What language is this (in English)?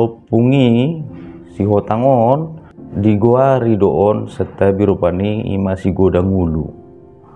Batak Toba